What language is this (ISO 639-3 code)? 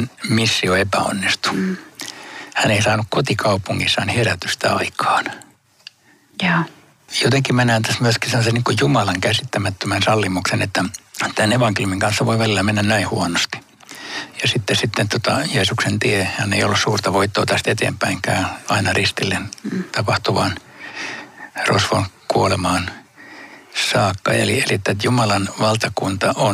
fin